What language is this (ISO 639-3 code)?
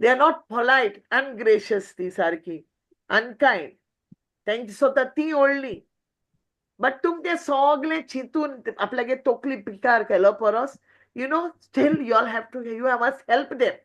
kok